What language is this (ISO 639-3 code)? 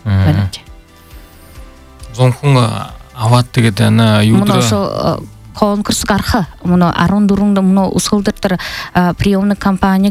bua